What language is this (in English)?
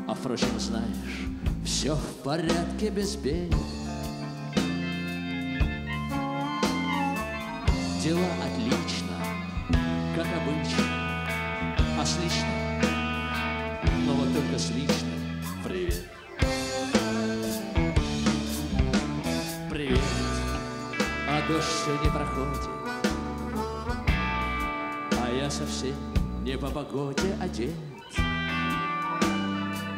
Russian